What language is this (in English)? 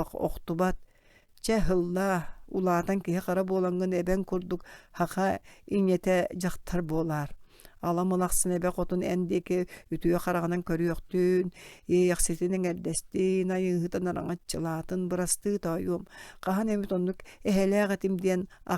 Yakut